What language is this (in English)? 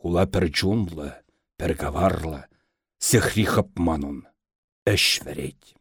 Chuvash